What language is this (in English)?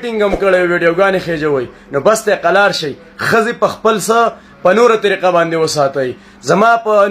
Pashto